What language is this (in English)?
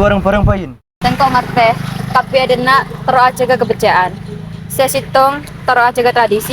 Madurese